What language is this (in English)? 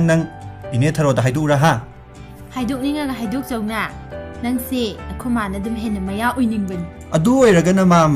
Manipuri